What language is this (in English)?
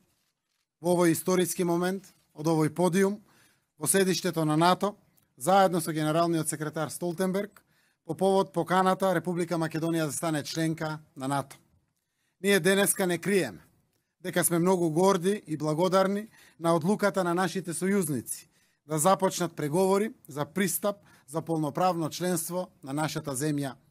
Macedonian